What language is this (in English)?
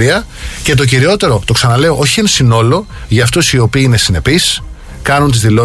Greek